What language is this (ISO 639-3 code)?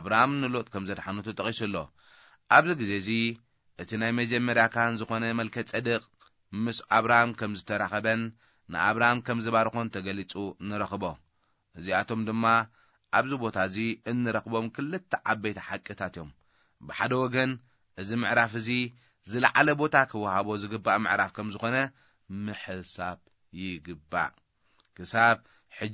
tir